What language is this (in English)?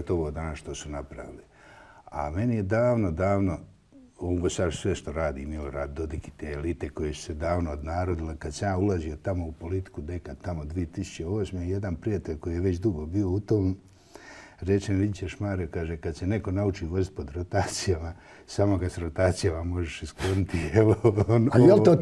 Bosnian